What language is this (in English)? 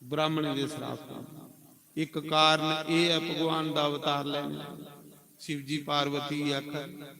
Dogri